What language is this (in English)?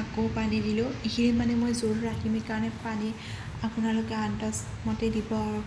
Assamese